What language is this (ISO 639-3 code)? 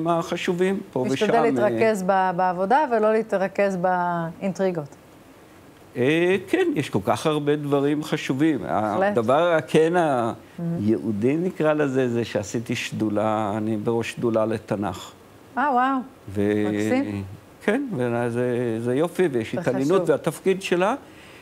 heb